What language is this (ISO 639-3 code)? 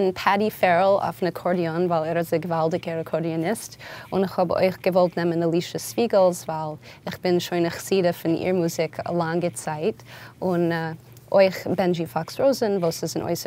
yid